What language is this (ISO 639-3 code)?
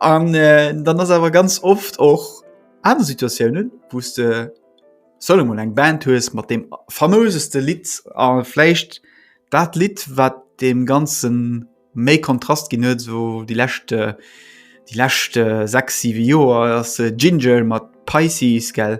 ltz